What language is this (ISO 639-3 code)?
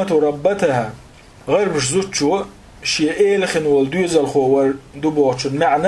che